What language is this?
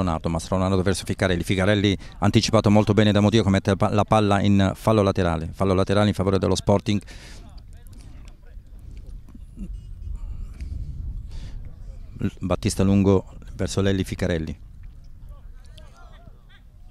Italian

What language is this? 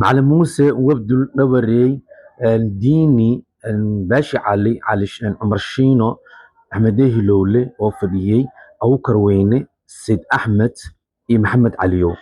Somali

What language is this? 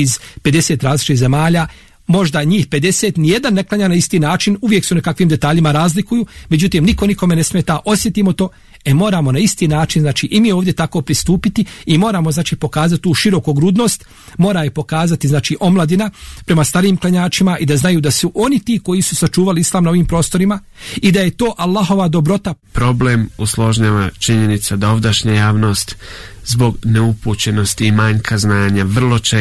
Bosnian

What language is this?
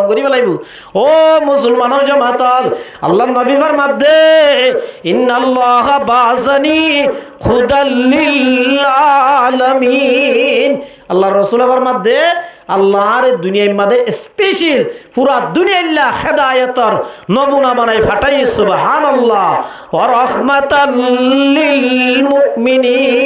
Rohingya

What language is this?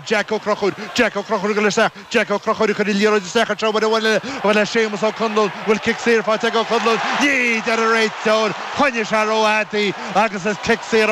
Irish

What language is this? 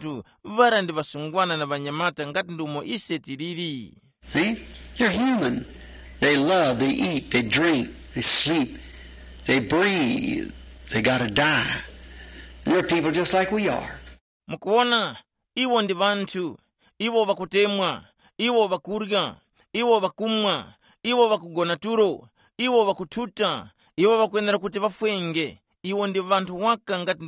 Tumbuka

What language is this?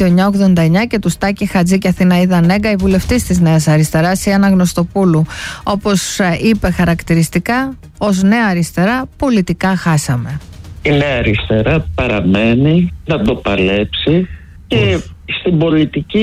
Greek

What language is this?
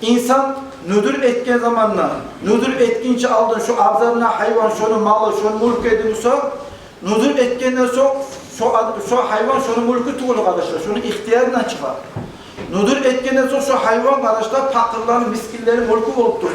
Kumyk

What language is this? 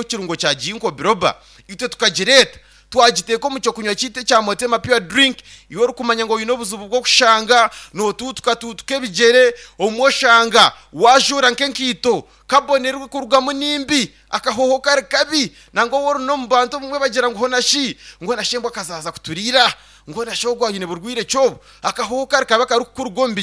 Nyankole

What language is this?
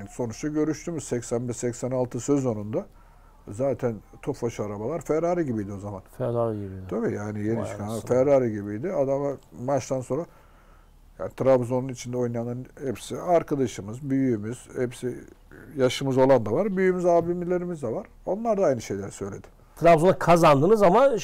Turkish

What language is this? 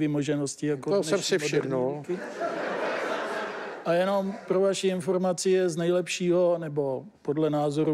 Czech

